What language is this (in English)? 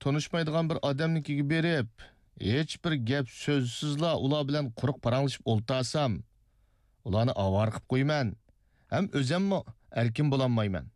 Uyghur